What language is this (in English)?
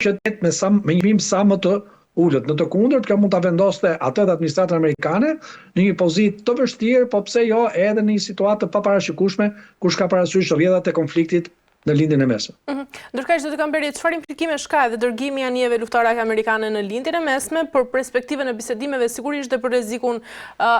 Albanian